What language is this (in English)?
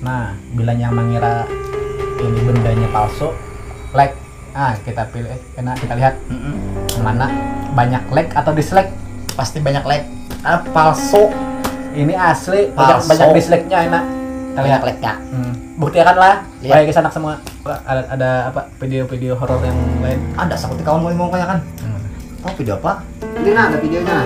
Banjar